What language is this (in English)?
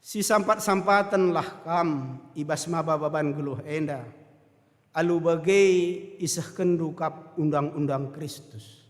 Batak Karo